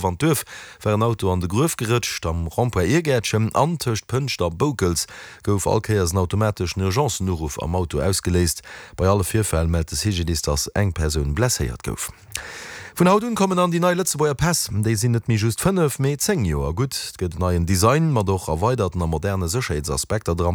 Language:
Luxembourgish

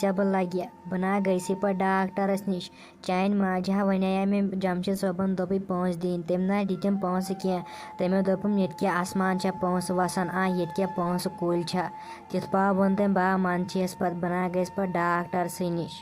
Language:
Kashmiri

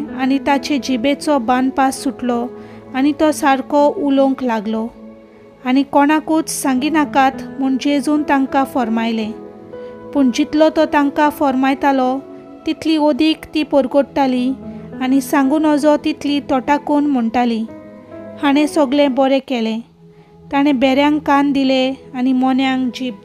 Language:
Konkani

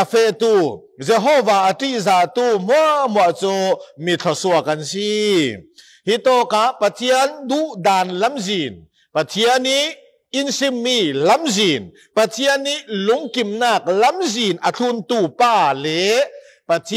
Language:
Falam Chin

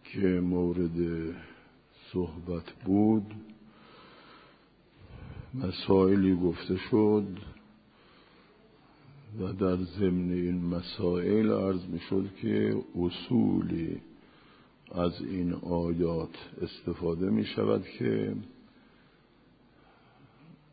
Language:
Persian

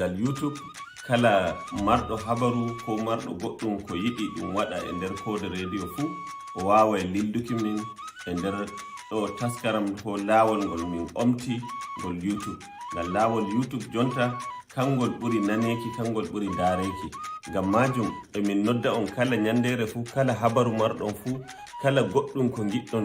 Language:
Nigerian Fulfulde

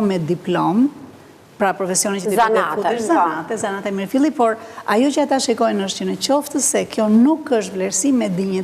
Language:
Albanian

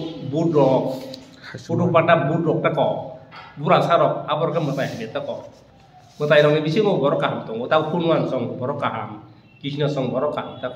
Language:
Kok Borok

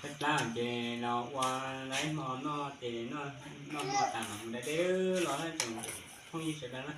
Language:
Hmong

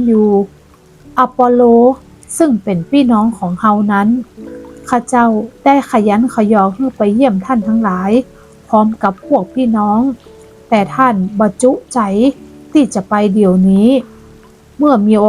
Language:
Northern Thai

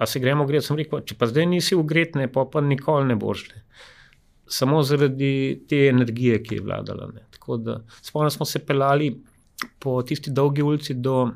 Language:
Slovenian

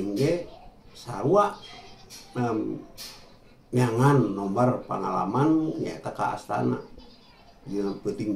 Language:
Sundanese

